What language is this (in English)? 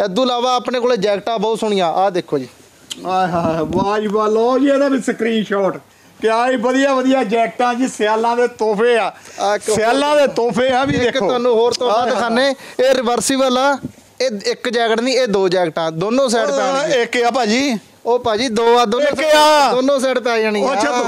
Punjabi